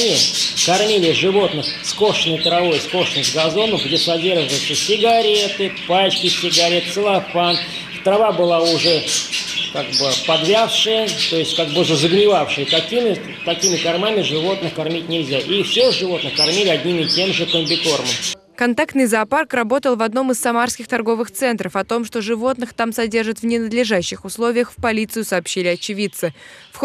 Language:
Russian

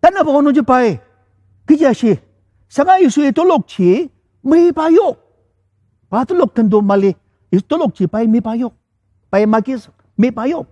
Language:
Ao Naga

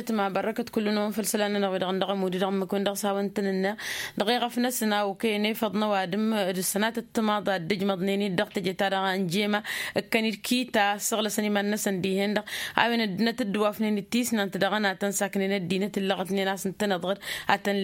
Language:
Tamasheq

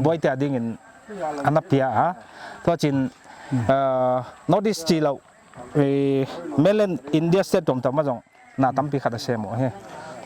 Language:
Paite Chin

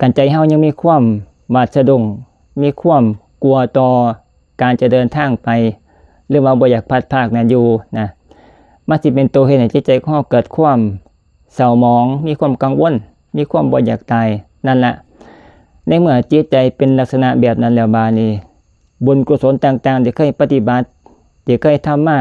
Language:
Northeastern Thai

